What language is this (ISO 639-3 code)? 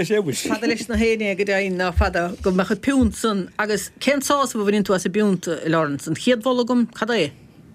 gle